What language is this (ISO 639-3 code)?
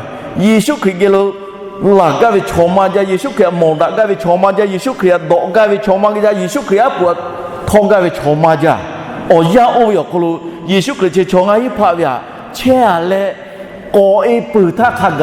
lhu